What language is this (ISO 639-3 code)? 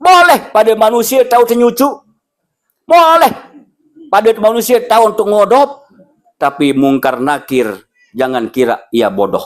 sas